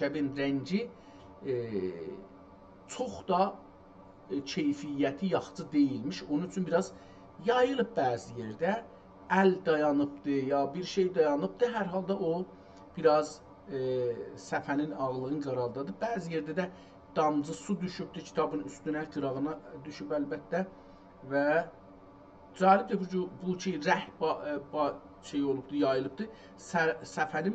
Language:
South Azerbaijani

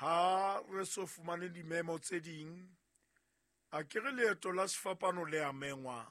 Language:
Southern Sotho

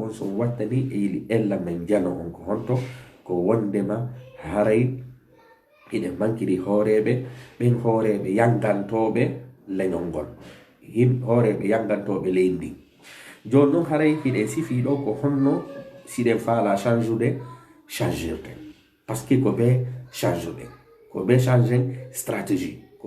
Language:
Fula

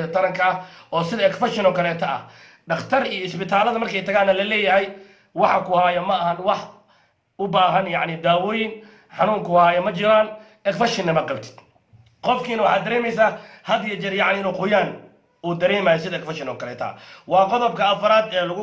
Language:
Somali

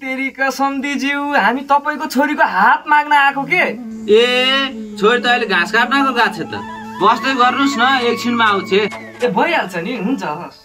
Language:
Nepali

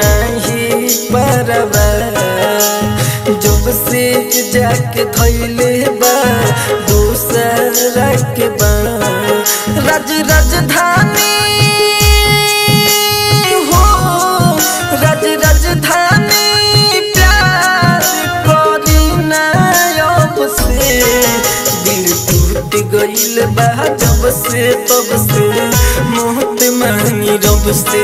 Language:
Bhojpuri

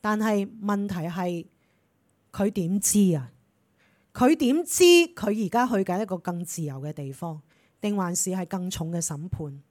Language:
Cantonese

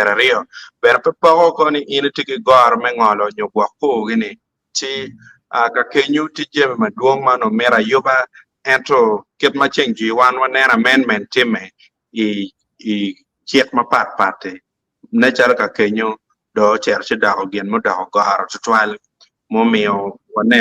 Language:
Acoli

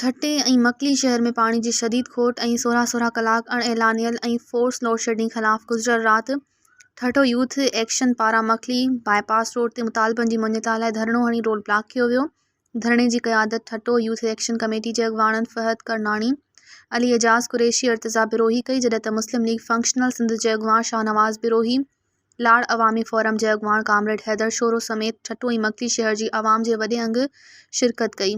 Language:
Sindhi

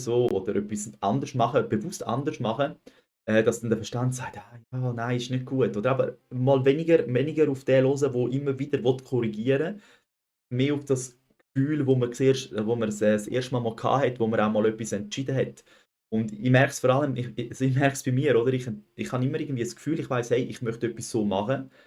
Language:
Swiss German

